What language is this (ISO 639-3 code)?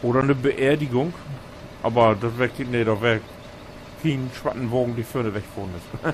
nds